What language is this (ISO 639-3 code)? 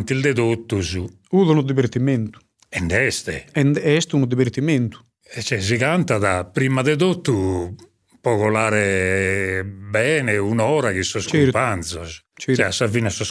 srd